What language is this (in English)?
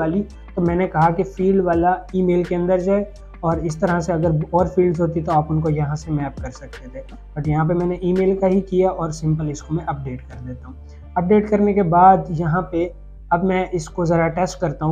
Hindi